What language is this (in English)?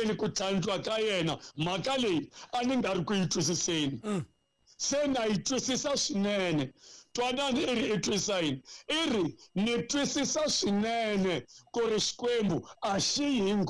Tsonga